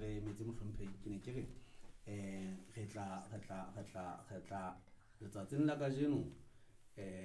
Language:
Southern Sotho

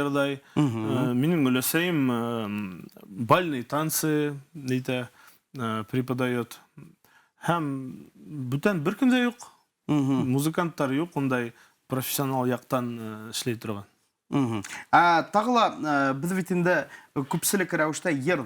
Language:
Bashkir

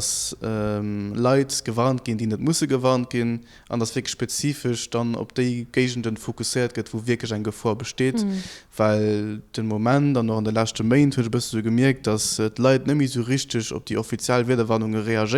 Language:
Luxembourgish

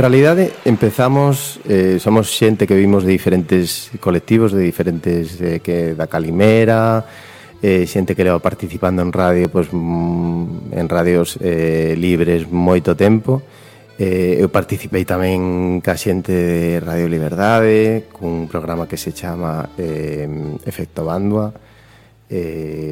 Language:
Galician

